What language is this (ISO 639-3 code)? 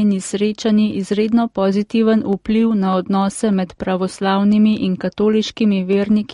slv